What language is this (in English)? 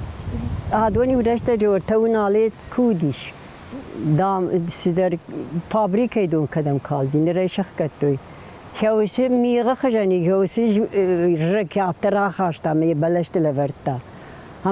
Ossetic